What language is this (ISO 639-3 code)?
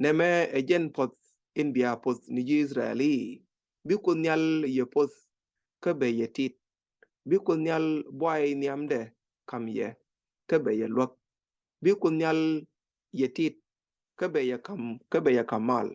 nus